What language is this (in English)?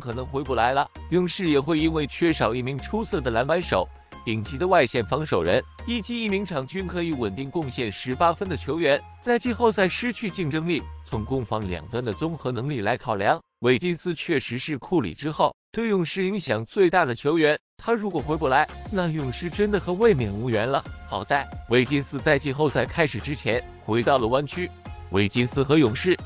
Chinese